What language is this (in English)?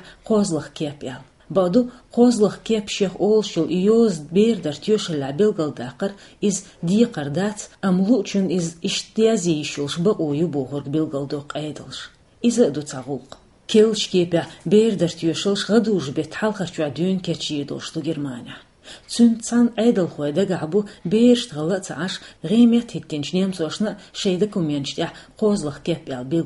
Chechen